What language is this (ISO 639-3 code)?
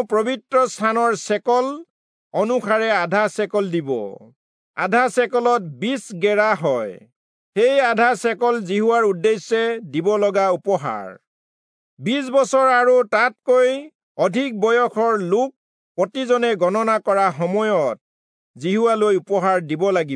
asm